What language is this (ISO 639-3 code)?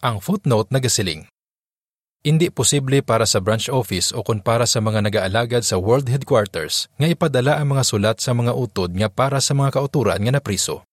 hil